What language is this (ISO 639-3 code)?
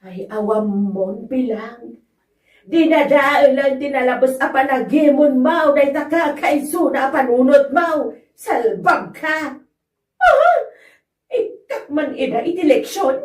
ilo